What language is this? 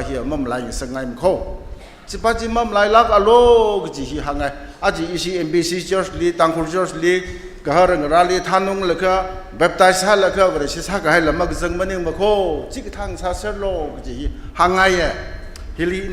Tangkhul Naga (India)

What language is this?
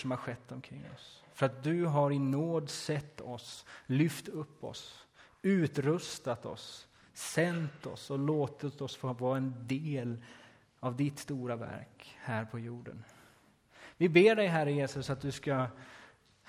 Swedish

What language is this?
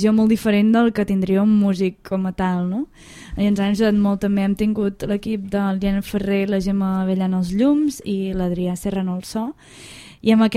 Catalan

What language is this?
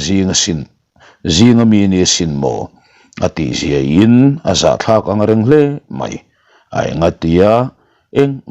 Mizo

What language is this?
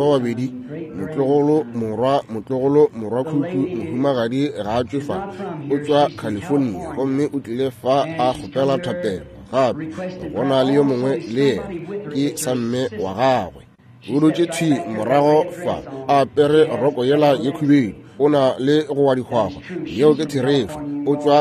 Northern Sotho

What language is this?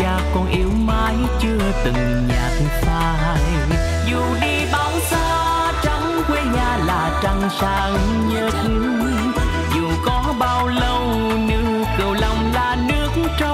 Vietnamese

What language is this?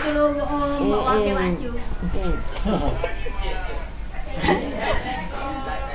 Malay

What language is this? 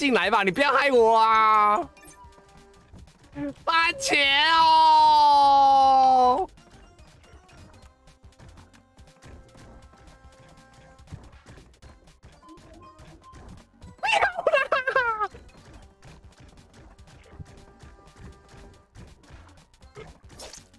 Chinese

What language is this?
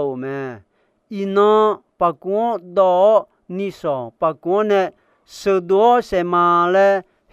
Akha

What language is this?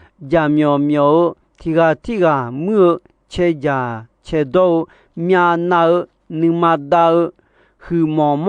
Akha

